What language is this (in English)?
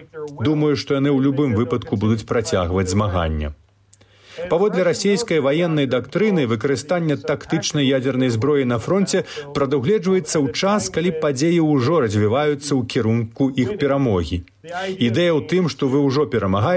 Belarusian